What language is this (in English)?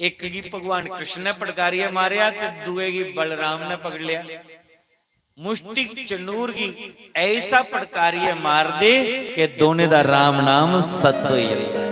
Dogri